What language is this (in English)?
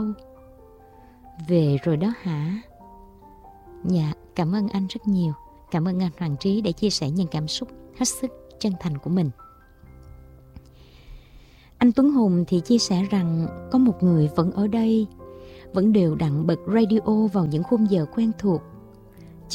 Vietnamese